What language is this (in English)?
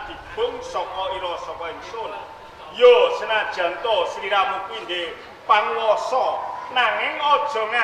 Javanese